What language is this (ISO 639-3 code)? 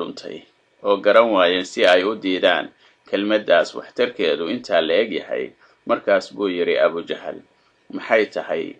som